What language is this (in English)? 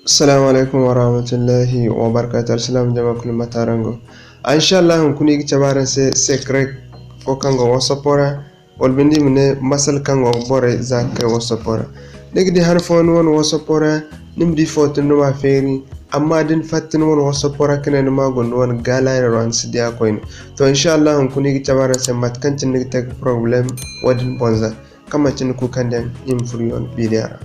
Zarma